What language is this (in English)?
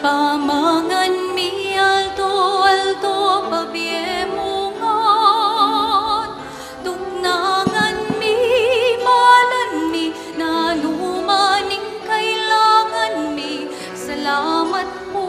Pampanga